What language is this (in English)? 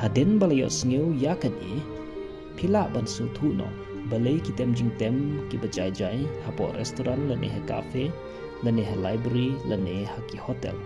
Khasi